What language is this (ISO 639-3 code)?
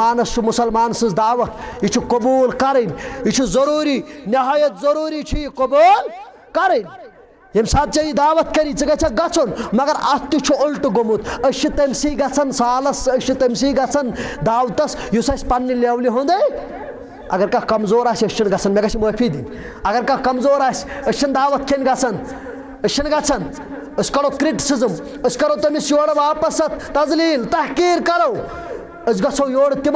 kas